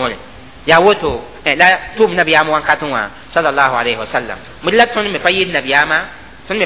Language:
Mossi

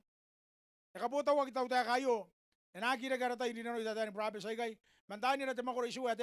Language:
Gilbertese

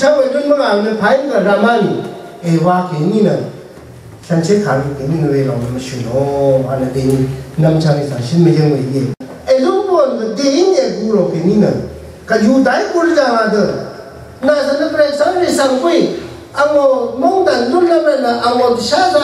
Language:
Rawang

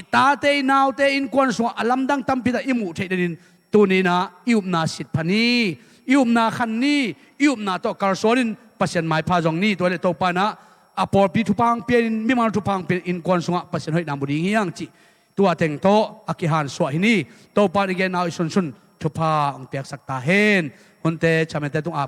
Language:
Tedim Chin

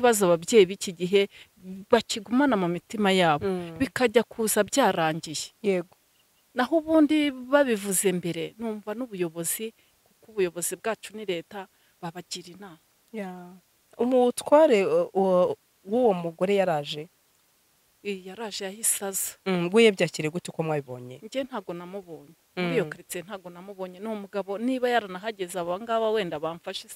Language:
Kinyarwanda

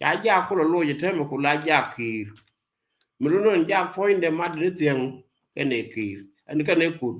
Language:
Nuer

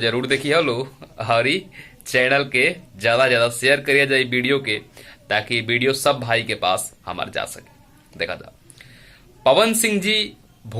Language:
Bhojpuri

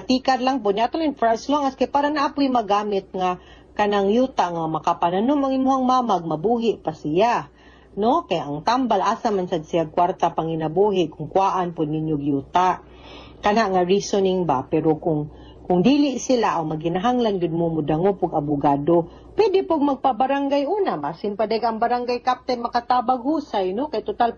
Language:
Cebuano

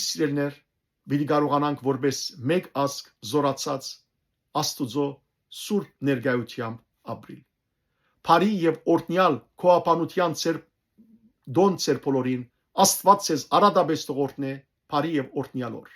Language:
Western Armenian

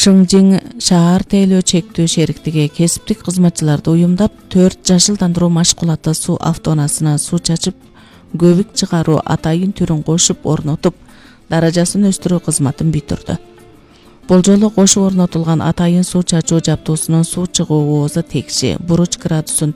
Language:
Kyrgyz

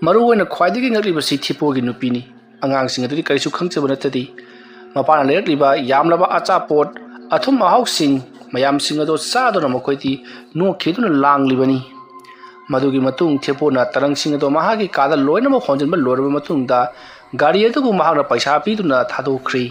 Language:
Manipuri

